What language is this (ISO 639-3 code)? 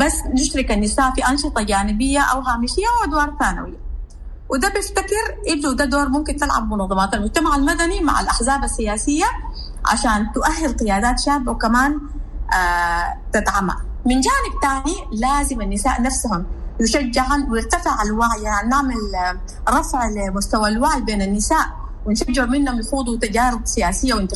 apd